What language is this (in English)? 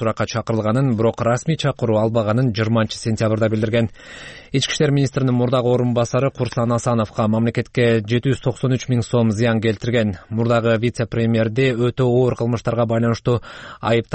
Kyrgyz